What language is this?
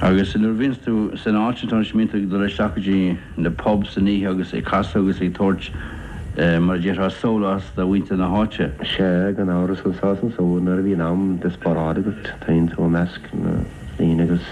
Irish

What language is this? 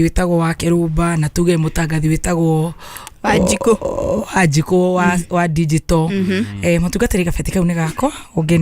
Kikuyu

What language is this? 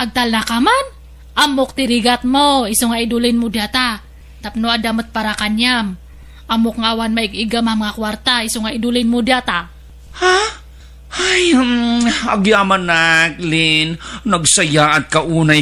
Iloko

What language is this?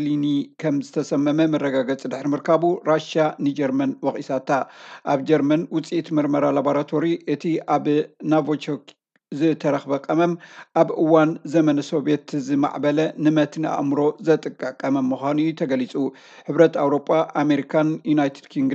Tigrinya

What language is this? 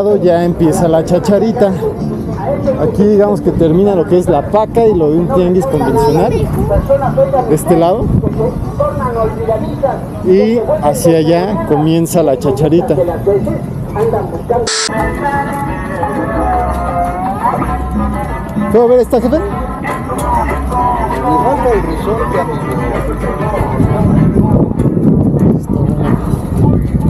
Spanish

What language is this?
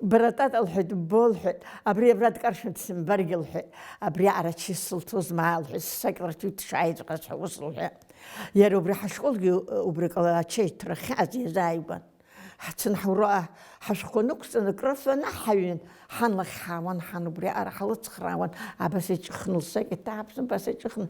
Abkhazian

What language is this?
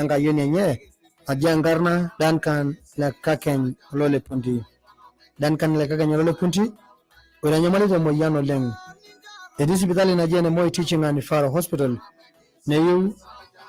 Masai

